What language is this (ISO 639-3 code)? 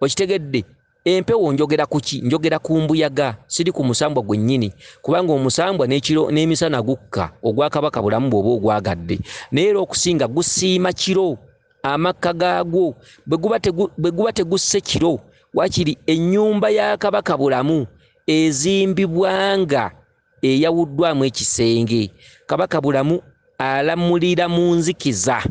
lug